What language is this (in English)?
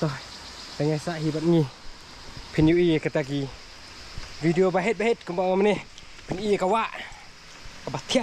Khasi